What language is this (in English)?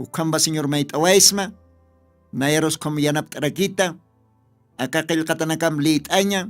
Aymara